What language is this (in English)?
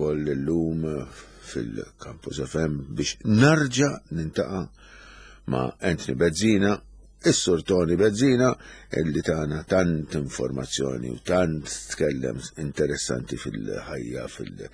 Maltese